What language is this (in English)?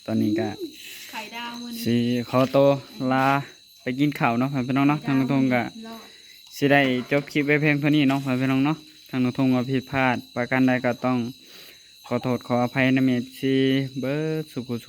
Northeastern Thai